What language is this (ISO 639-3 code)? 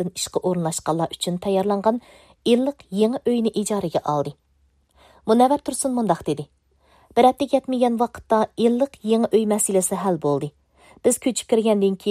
uig